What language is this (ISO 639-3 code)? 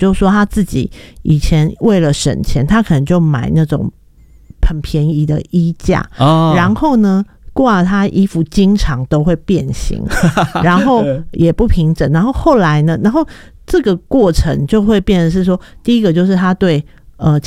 zho